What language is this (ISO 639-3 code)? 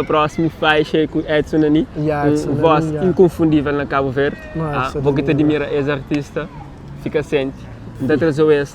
kea